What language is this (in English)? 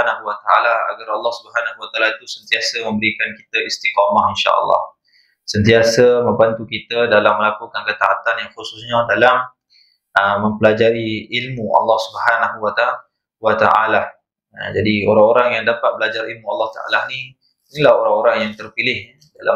Malay